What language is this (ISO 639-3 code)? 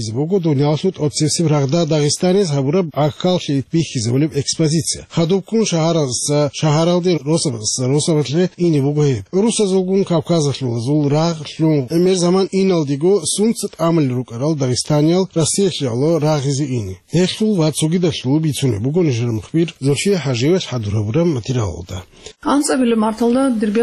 ava